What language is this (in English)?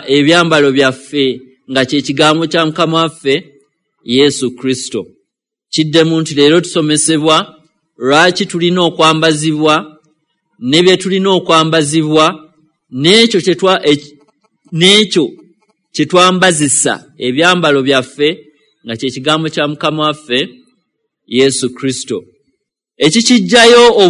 Ganda